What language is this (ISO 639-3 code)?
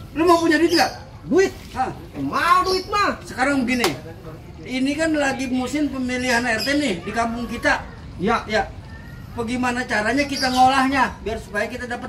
bew